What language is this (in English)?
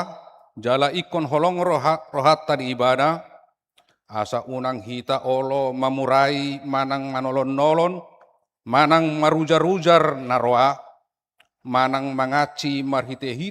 Batak Toba